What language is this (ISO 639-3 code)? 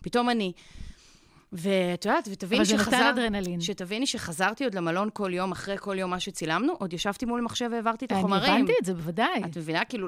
heb